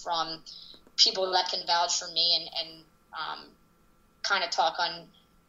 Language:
English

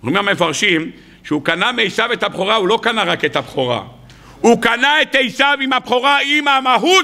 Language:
Hebrew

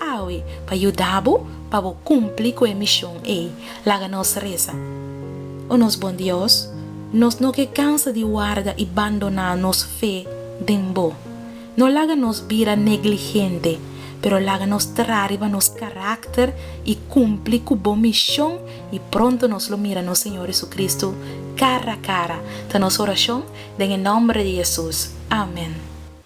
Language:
Papiamento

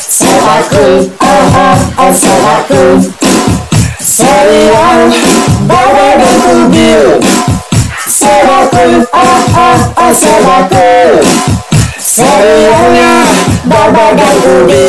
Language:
Betawi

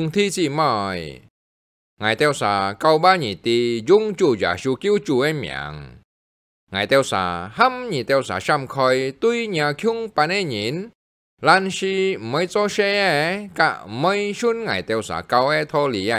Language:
Hakka Chinese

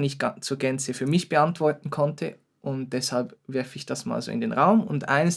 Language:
Swiss German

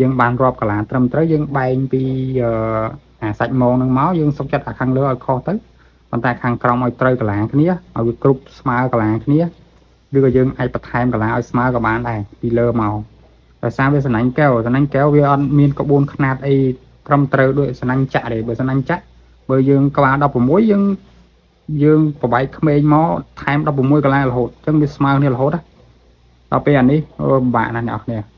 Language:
Khmer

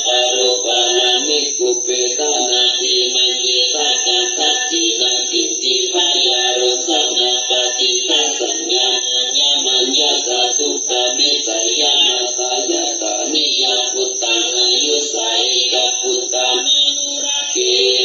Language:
Pali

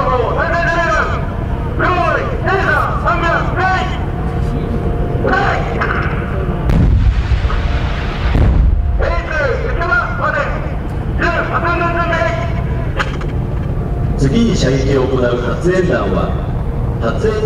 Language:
Japanese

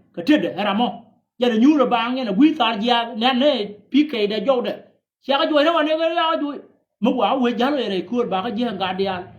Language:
Nuer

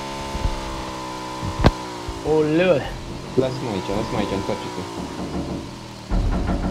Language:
Romanian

